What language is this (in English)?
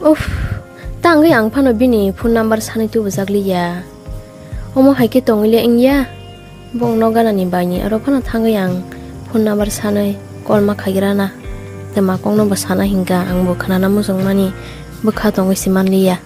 Kok Borok